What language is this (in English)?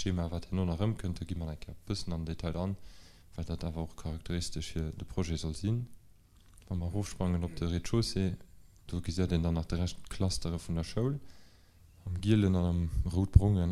Luxembourgish